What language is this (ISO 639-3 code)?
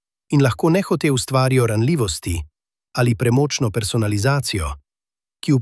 slv